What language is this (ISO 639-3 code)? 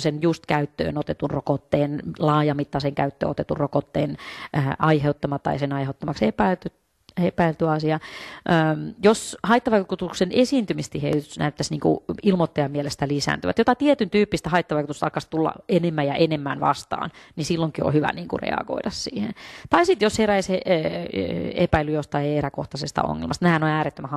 fin